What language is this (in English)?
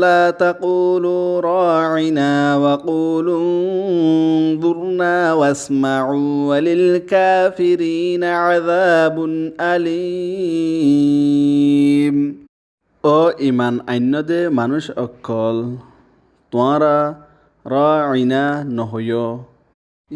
Rohingya